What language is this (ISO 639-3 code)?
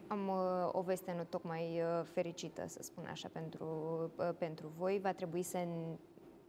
ron